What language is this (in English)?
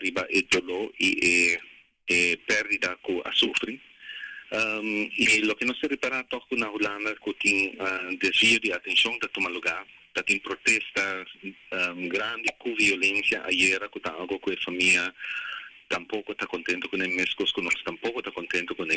Papiamento